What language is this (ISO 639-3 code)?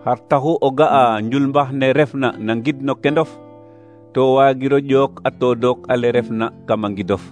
srr